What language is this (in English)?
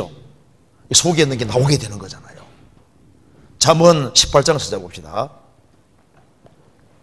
Korean